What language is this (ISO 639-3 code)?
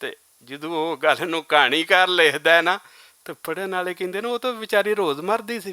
lah